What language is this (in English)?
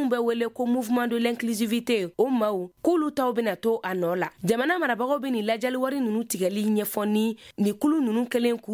Bambara